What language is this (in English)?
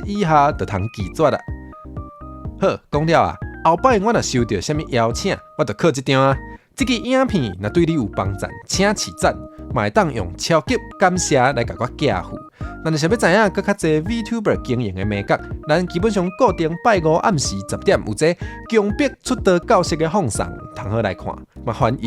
Min Nan Chinese